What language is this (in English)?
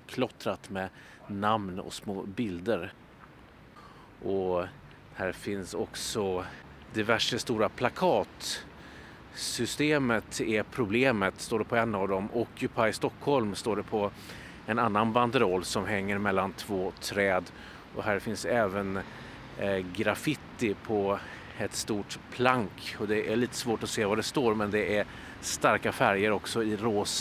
Swedish